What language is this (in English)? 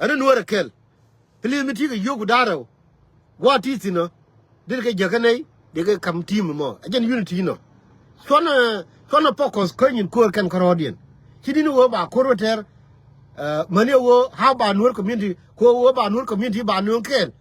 Nuer